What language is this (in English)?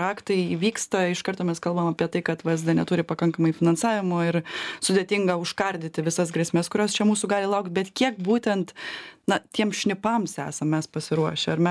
Lithuanian